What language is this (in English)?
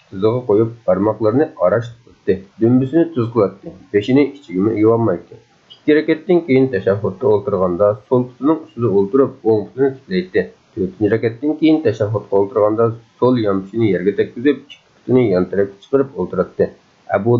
Uyghur